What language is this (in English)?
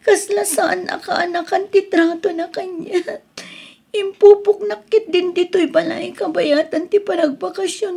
Iloko